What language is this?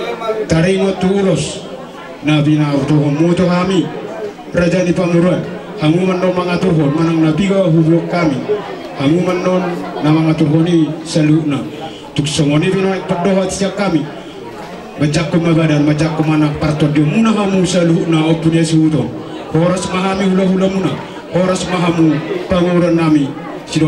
Batak Toba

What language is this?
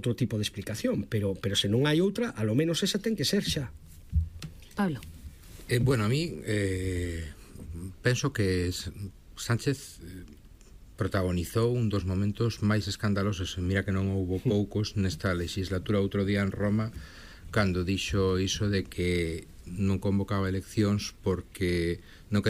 Galician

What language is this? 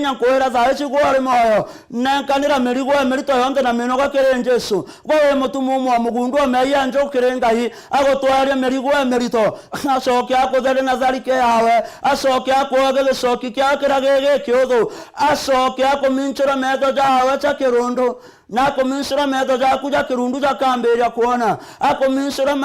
Meru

